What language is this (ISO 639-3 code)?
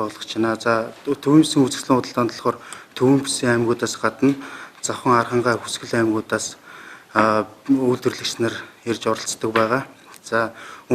mon